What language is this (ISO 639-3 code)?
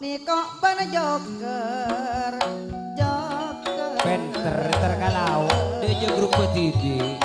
mad